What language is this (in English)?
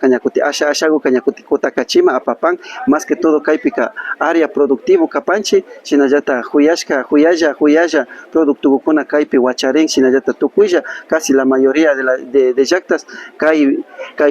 Imbabura Highland Quichua